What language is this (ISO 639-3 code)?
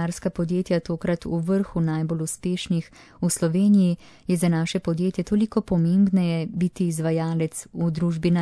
slv